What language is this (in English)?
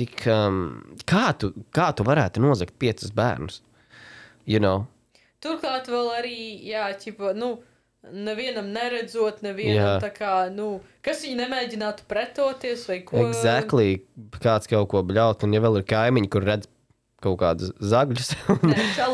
Latvian